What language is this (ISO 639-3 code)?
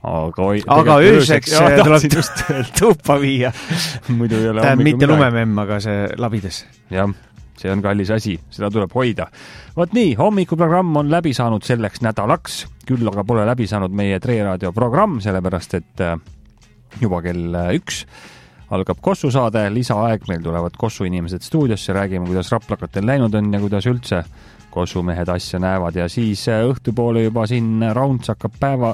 est